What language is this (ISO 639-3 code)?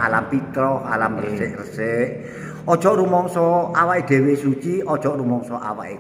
jav